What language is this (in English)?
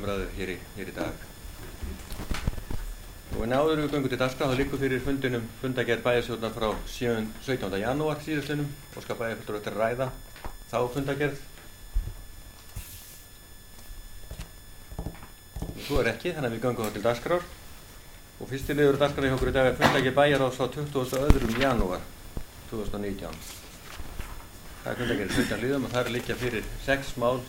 Icelandic